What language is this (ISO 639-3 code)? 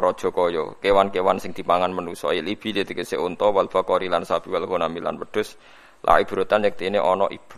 jav